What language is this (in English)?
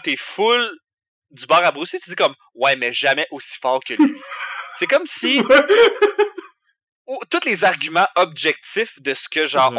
French